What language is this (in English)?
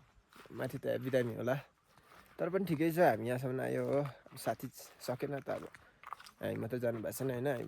Nepali